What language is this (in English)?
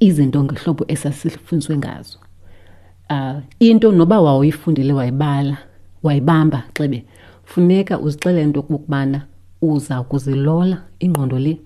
Xhosa